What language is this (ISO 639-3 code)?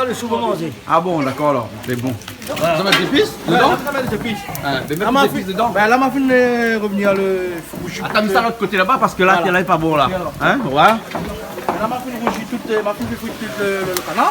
rcf